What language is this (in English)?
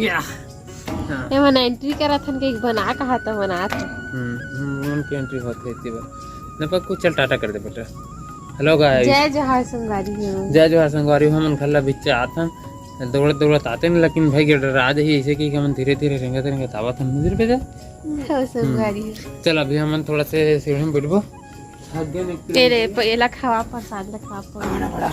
Chhattisgarhi